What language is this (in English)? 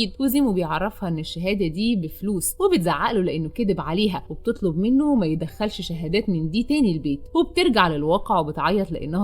Egyptian Arabic